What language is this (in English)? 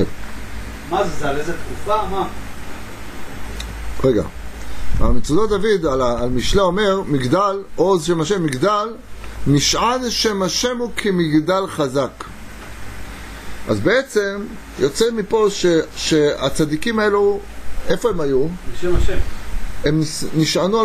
Hebrew